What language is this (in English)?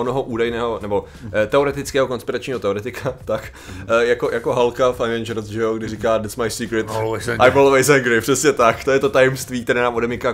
Czech